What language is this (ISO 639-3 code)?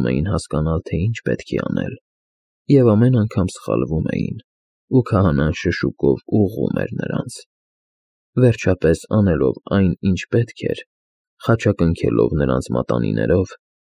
hye